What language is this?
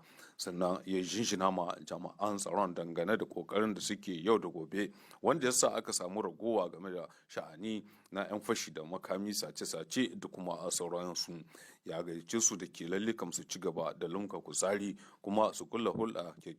Hausa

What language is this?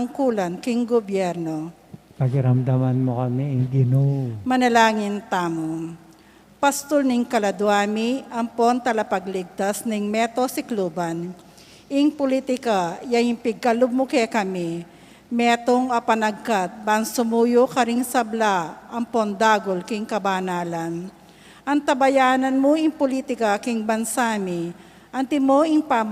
Pampanga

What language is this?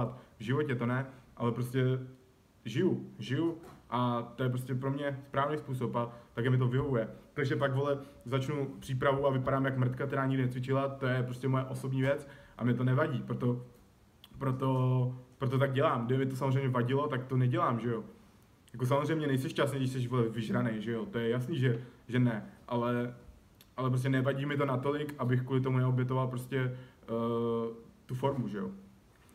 Czech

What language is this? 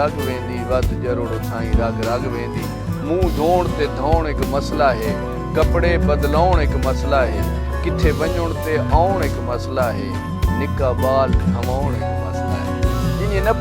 Saraiki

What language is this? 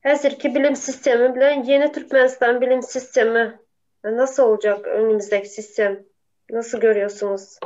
Turkmen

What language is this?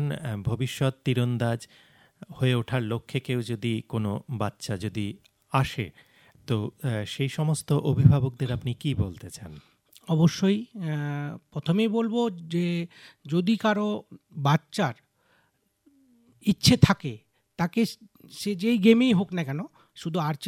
Bangla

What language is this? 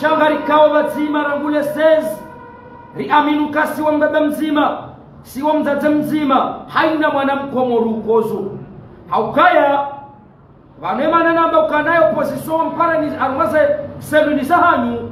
Ngazidja Comorian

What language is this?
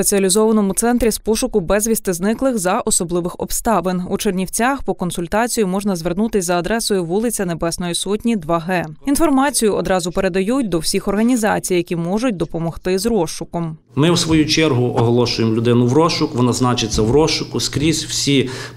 Ukrainian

